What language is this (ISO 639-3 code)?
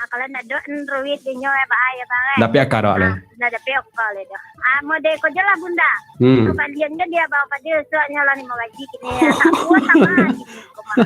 min